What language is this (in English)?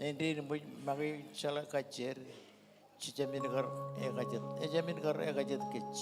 Marshallese